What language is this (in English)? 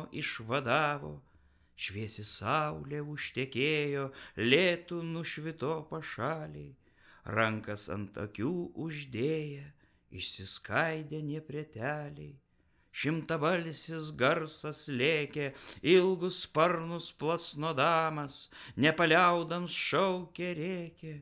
Lithuanian